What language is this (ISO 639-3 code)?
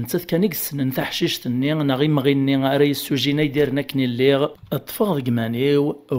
kab